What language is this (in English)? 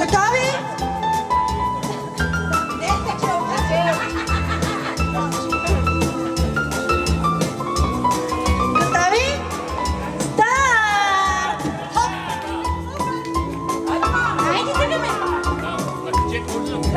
Bulgarian